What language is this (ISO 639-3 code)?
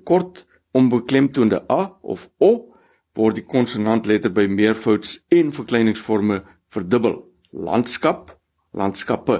afr